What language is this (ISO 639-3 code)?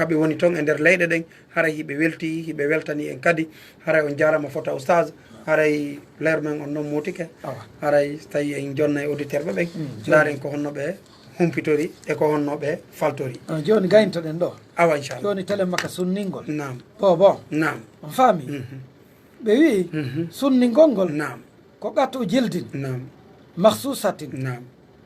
ful